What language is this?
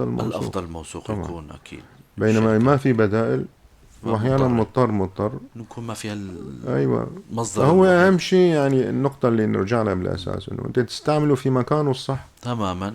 North Levantine Arabic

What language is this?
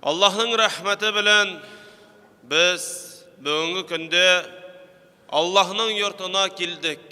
Tatar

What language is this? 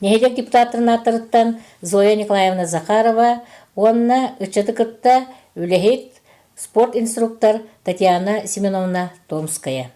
Yakut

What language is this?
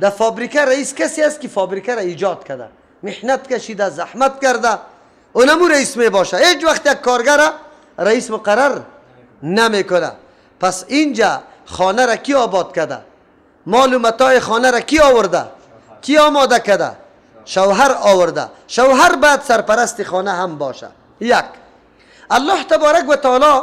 Persian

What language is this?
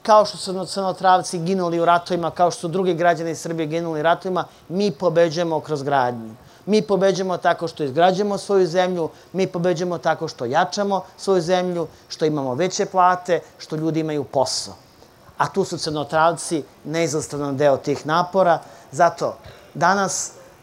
Serbian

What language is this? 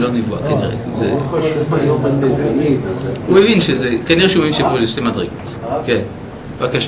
Hebrew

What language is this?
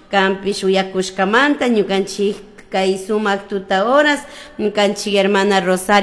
Chimborazo Highland Quichua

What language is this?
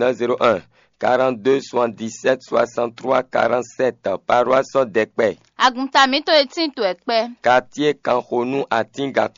Fon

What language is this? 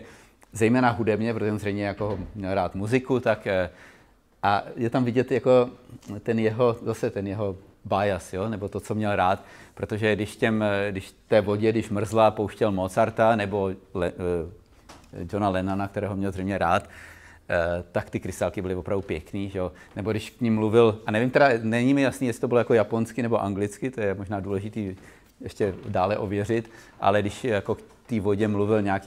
Czech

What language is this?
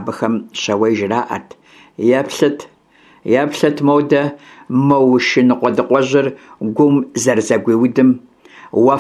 Kabardian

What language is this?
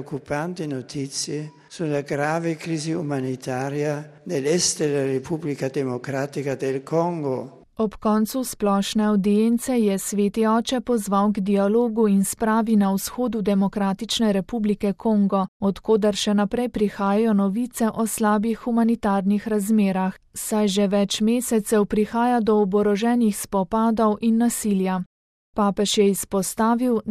Slovenian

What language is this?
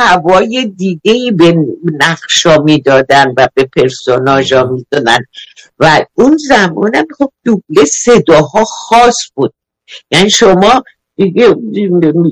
Persian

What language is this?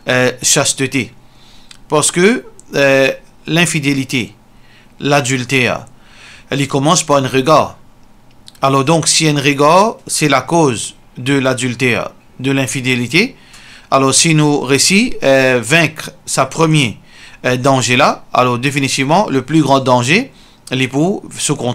Morisyen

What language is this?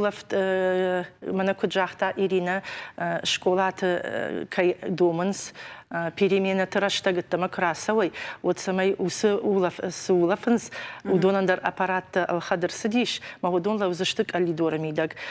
Ossetic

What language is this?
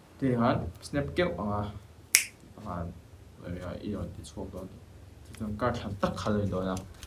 Mizo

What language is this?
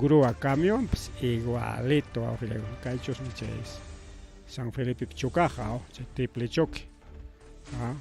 Ayacucho Quechua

